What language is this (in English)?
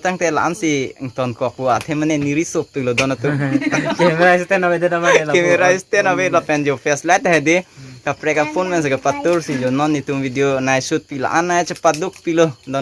Karbi